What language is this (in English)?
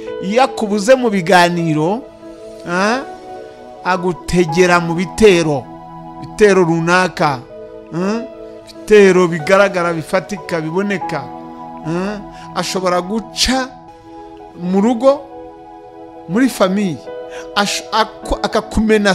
Kinyarwanda